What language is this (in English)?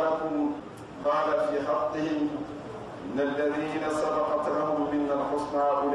Fula